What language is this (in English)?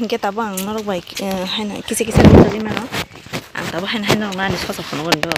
Kok Borok